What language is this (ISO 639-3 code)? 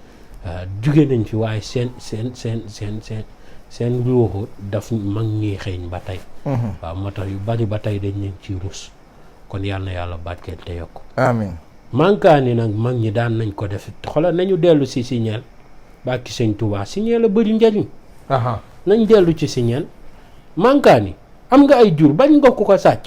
wol